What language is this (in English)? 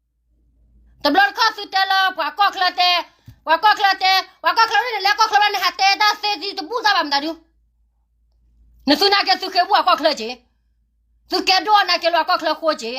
S'gaw Karen